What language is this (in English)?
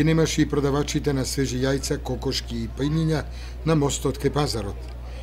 Macedonian